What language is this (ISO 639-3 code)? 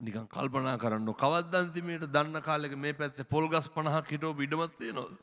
sin